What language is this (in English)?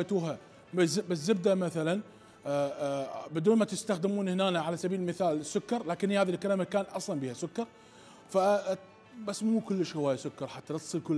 Mesopotamian Arabic